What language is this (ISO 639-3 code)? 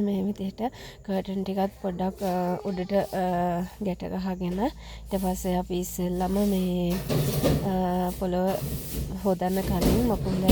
sin